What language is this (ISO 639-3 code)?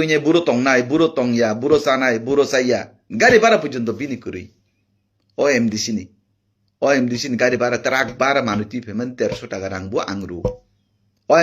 trp